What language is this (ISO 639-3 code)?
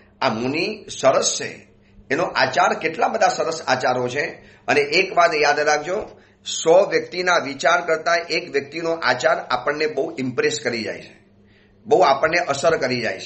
guj